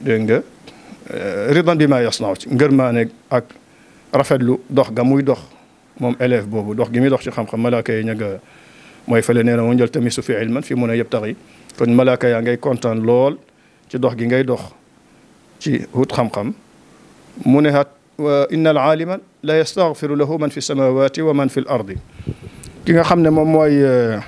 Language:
Wolof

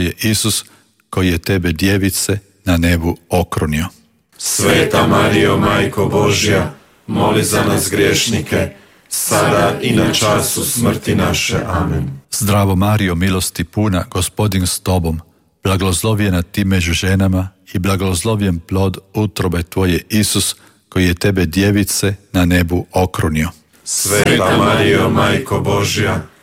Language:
Croatian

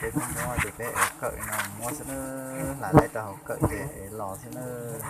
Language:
Hmong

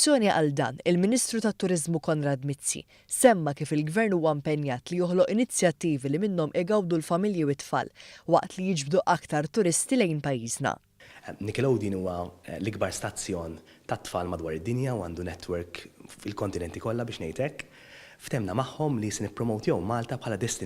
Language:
Maltese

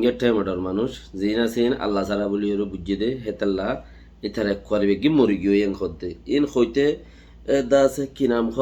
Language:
Rohingya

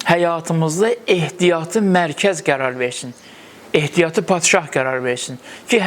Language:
Azerbaijani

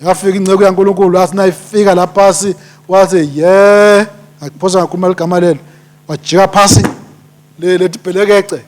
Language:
Swati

